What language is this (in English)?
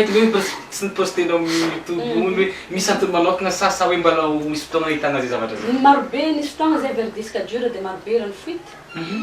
Malagasy